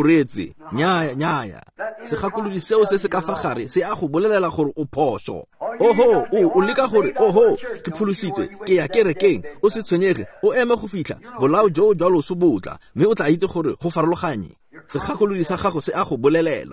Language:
Tswana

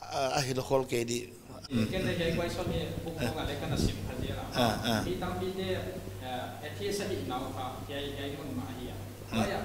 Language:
Paite Chin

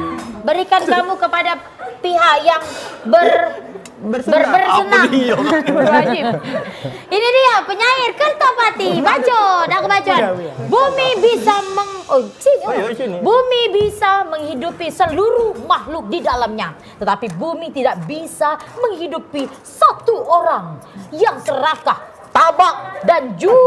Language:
Musi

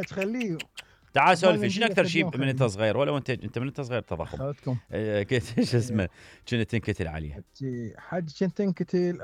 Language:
Mesopotamian Arabic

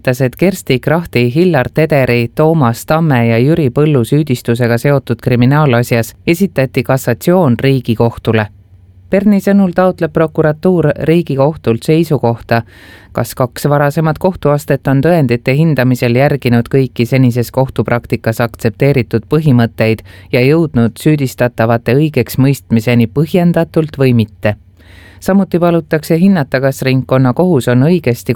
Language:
Estonian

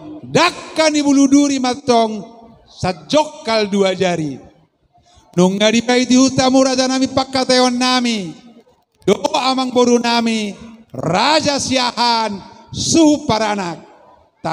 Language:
Batak Toba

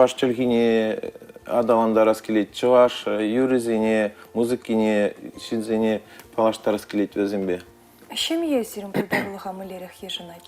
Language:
Chuvash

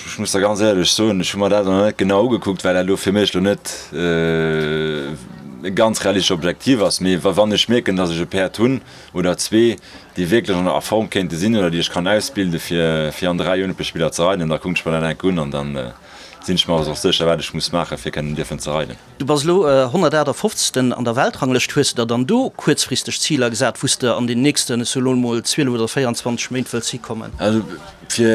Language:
Luxembourgish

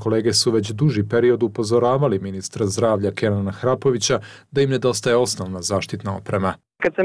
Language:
Bosnian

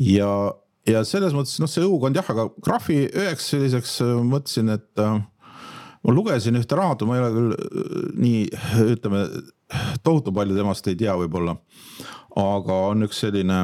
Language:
Estonian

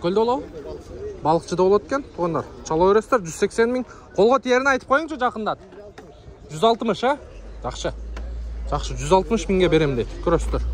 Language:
Kyrgyz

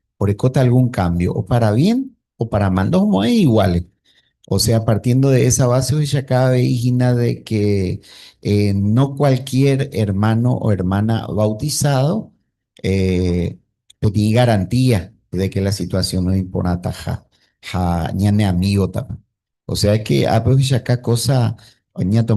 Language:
Guarani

